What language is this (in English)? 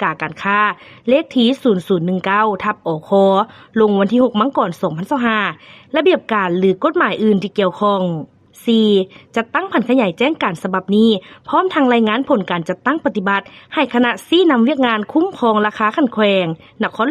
Lao